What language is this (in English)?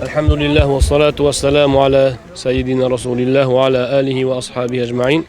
Uzbek